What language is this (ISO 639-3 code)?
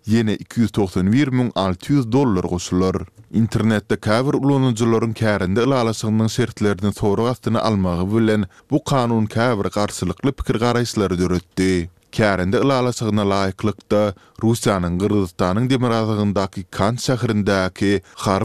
tuk